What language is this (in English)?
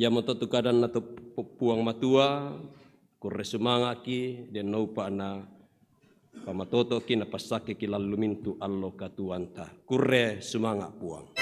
Toraja-Sa'dan